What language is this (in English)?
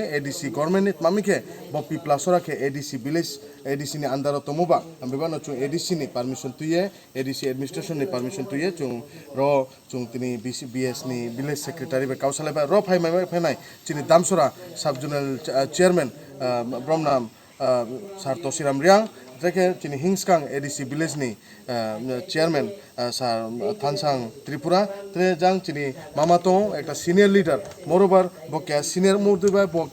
Kok Borok